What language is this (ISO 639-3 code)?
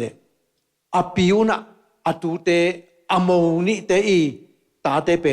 ctd